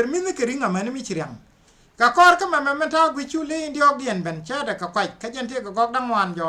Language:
Nuer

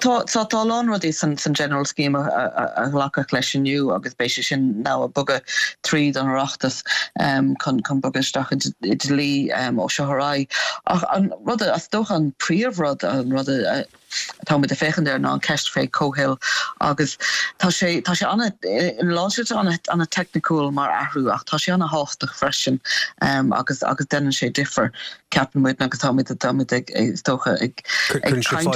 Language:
Irish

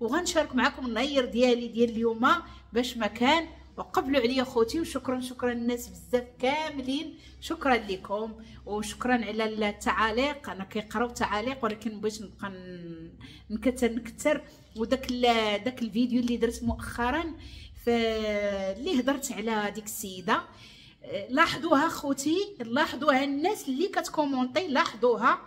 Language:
Moroccan Arabic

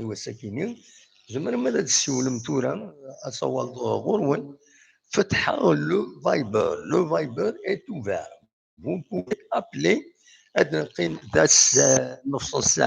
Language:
Kabyle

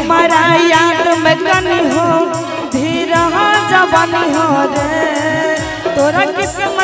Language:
Bhojpuri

